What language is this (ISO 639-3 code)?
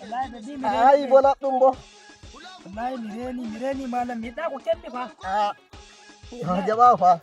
fuv